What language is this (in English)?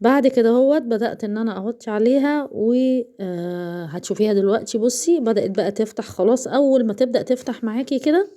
Egyptian Arabic